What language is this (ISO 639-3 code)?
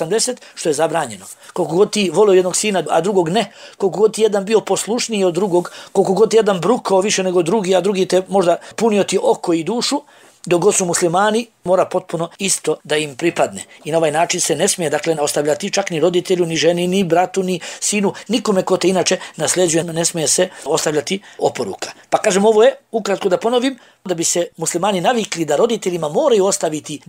bos